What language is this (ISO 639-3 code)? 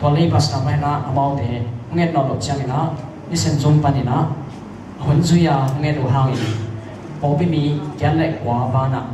ctd